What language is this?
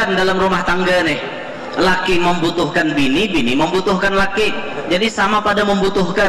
Banjar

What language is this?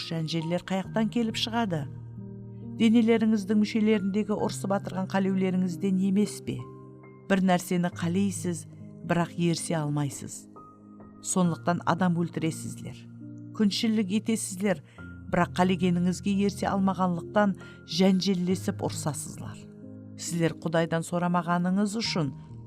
Kara-Kalpak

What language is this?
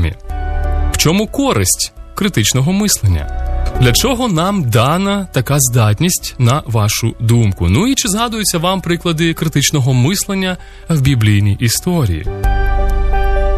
Ukrainian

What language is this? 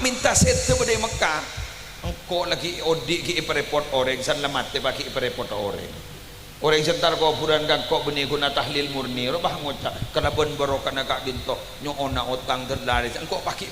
Madurese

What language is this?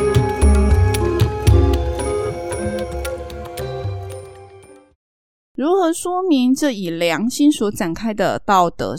Chinese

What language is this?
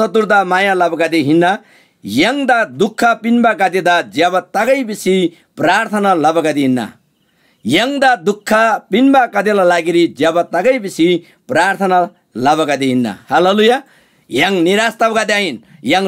Eastern Tamang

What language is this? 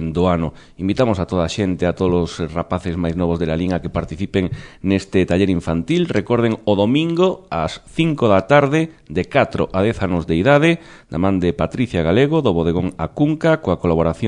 Galician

